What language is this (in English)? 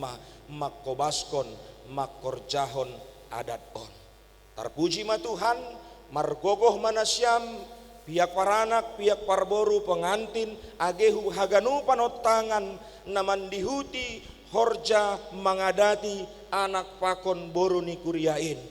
Batak Simalungun